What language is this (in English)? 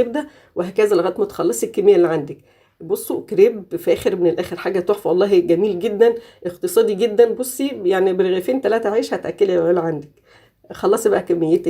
Egyptian Arabic